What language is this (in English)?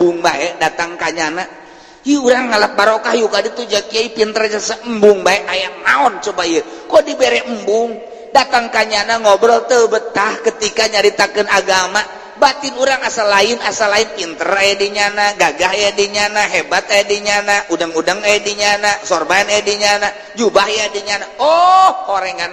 Sundanese